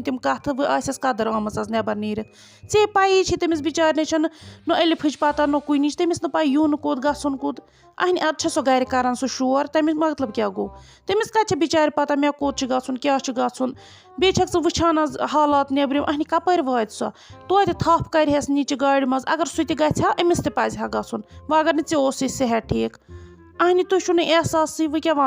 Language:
Kashmiri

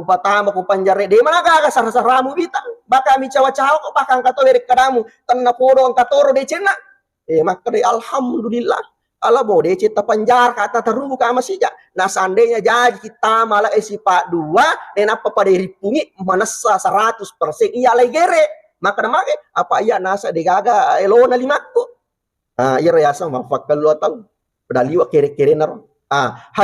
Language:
Buginese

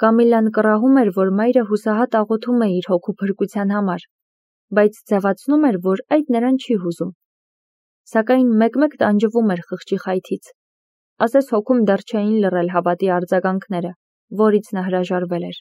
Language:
Armenian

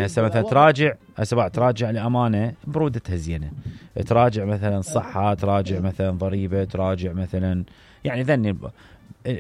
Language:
Mesopotamian Arabic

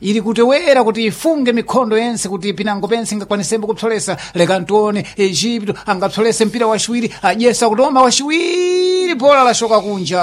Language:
Sena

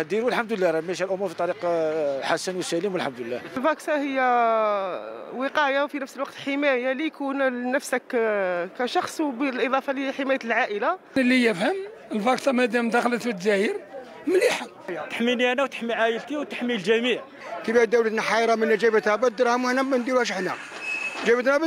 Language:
Algerian Arabic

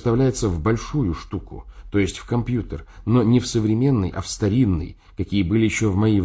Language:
Russian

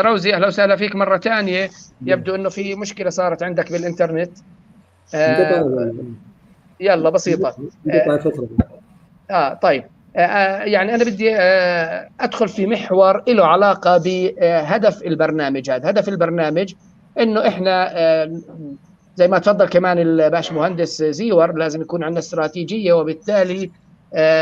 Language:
North Levantine Arabic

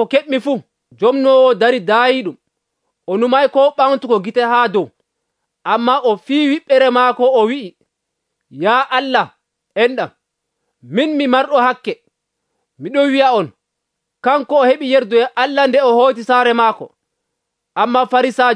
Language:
Nigerian Fulfulde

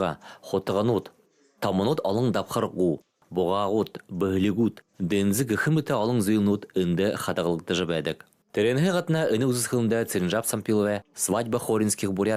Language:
Buriat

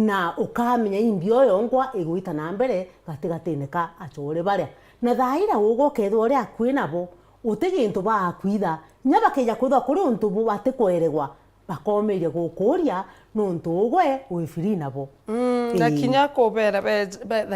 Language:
Meru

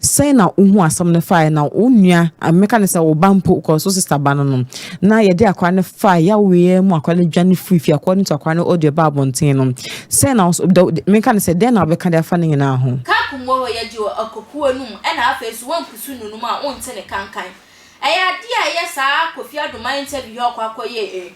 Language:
Akan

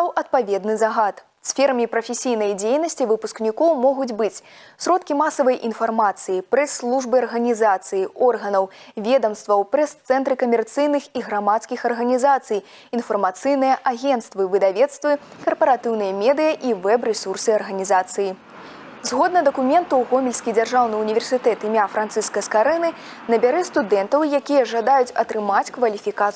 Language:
Belarusian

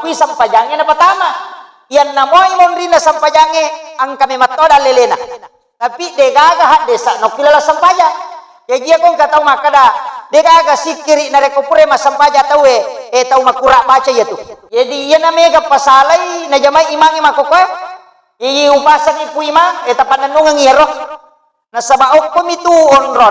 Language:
Buginese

